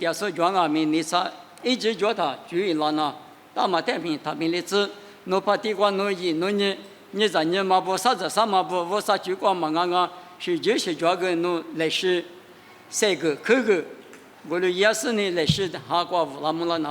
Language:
Lisu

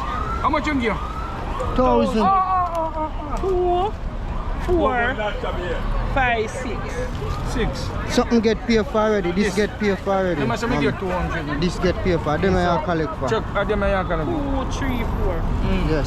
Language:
Jamaican Creole English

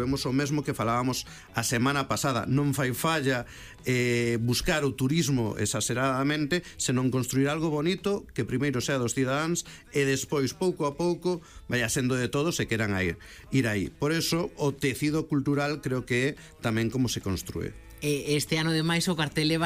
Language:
Galician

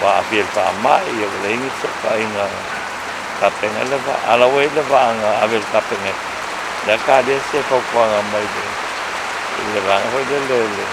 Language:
Samoan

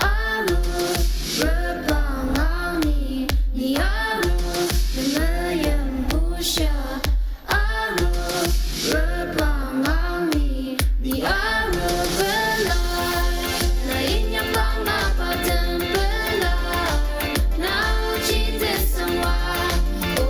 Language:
Ao Naga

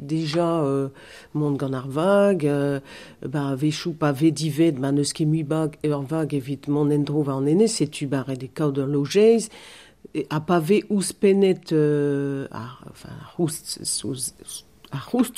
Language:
Breton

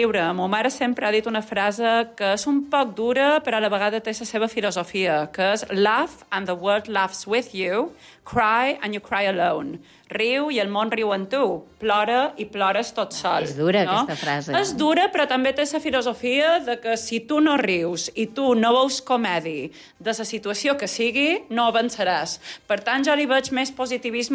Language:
Catalan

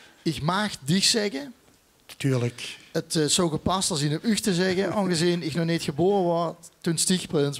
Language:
Limburgish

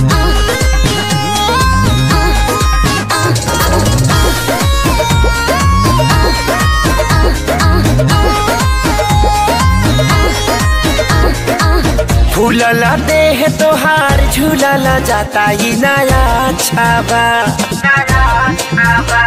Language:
Bhojpuri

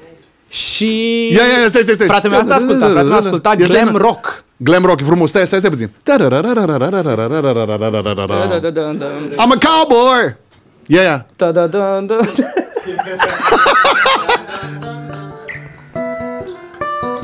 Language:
Romanian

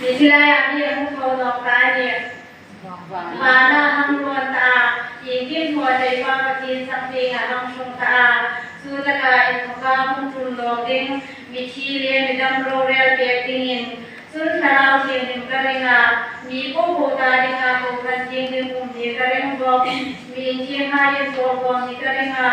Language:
Hmar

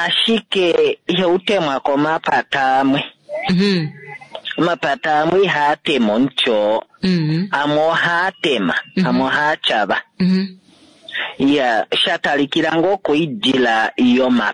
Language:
Kuanyama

